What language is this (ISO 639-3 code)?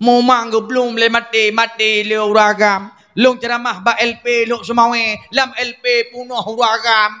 ace